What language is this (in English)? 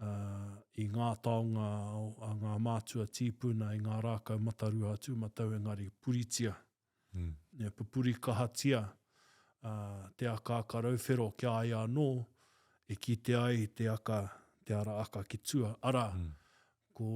Māori